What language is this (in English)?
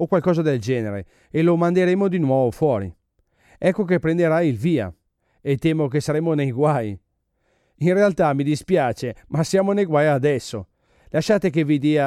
Italian